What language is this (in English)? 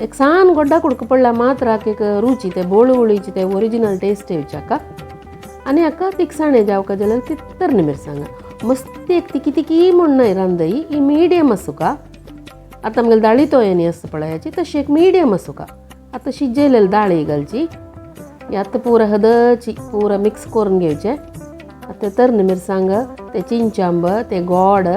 Konkani